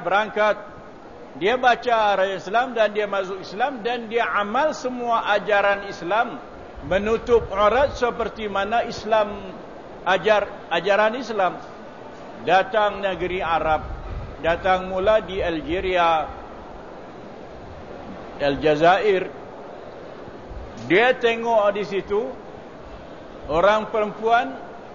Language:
Malay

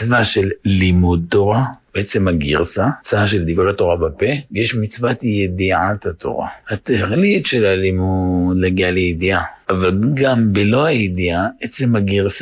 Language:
Hebrew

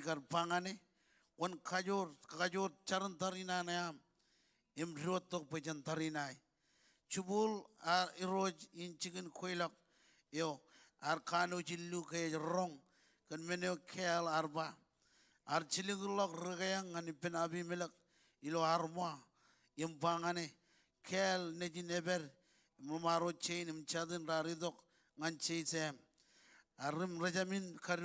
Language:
Marshallese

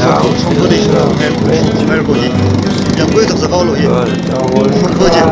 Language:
Tangkhul Naga (India)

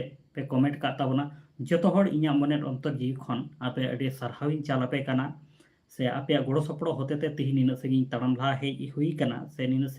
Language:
Santali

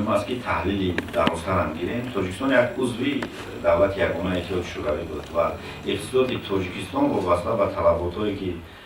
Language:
Tajik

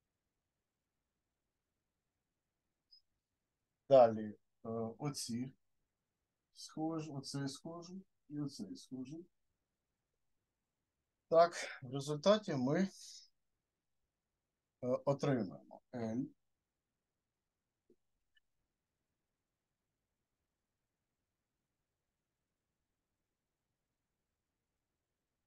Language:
Ukrainian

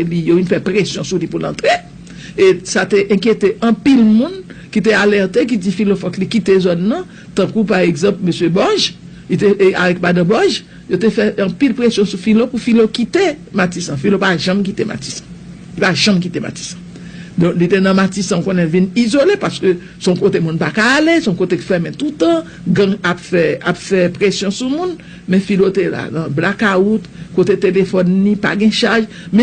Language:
Haitian Creole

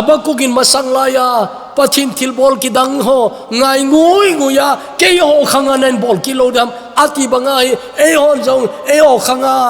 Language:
Thado Chin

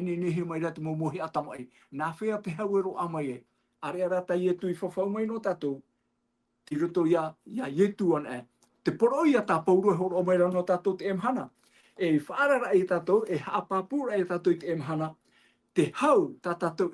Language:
Tahitian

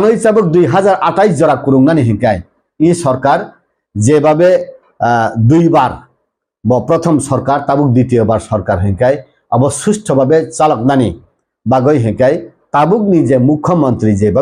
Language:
Kok Borok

